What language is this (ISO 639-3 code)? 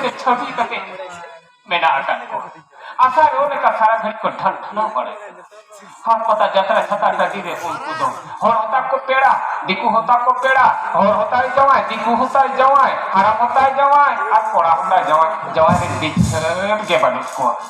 sat